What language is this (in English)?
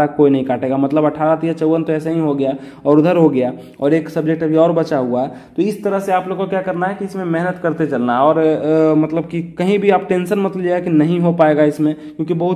Hindi